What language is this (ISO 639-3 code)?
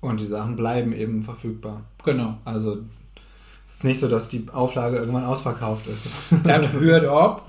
nds